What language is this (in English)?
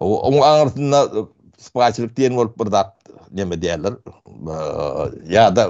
Turkmen